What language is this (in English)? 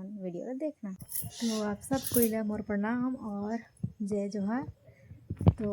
Chhattisgarhi